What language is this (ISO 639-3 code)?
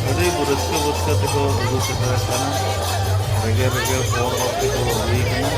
sat